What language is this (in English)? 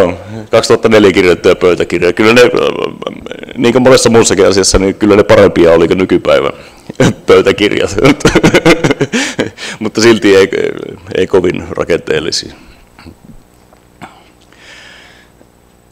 Finnish